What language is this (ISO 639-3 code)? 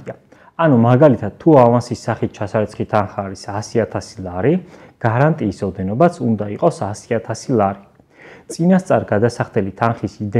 kat